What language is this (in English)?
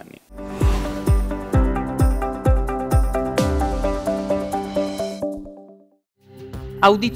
Italian